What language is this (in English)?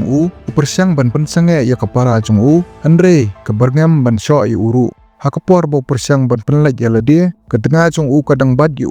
Khasi